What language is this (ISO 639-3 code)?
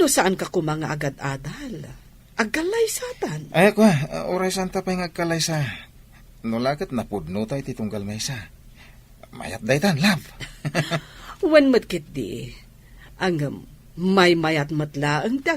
ilo